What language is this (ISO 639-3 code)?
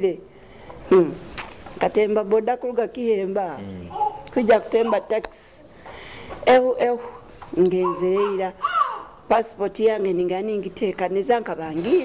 nyo